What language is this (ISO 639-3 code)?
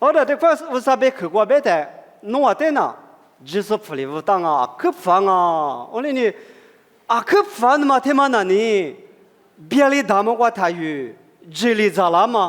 lis